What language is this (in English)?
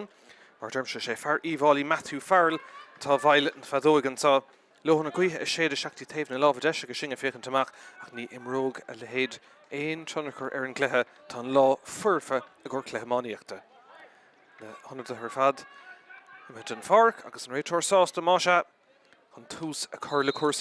Irish